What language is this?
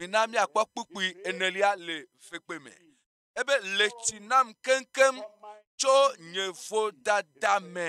Ewe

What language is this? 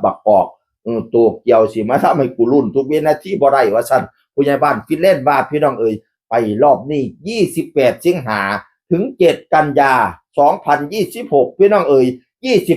Northeastern Thai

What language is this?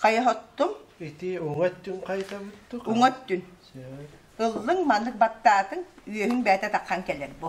Yakut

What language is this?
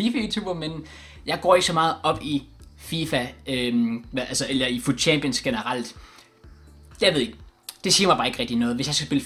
Danish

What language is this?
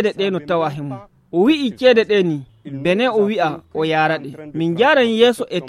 Nigerian Fulfulde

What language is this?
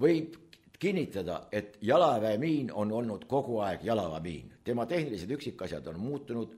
Estonian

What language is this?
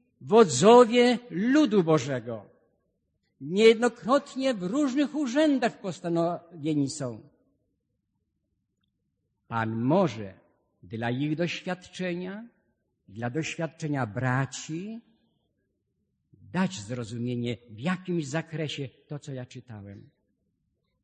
Polish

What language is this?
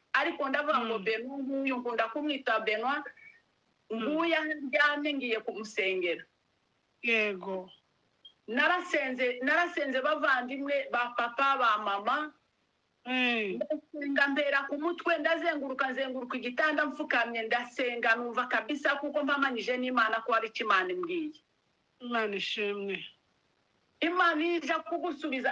Kinyarwanda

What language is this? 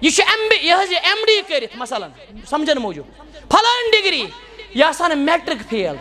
Kashmiri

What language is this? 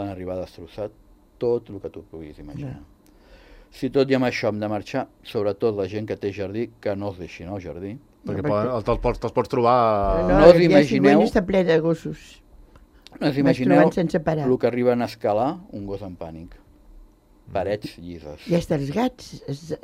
Catalan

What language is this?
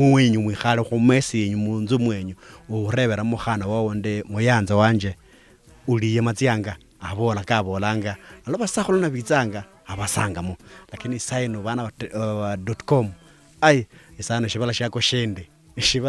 Luyia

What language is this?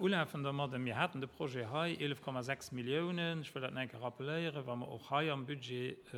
Luxembourgish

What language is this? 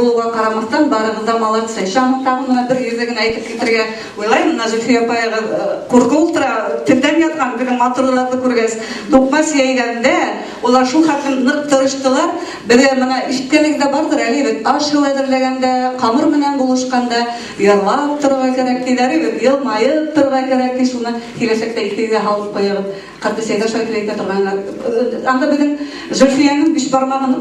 Bashkir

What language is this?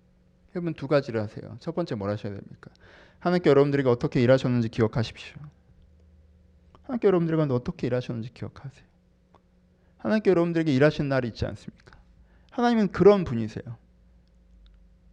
Korean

